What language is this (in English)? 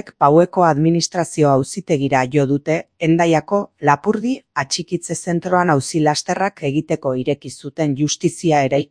Basque